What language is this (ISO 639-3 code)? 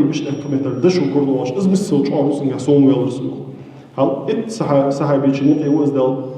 inh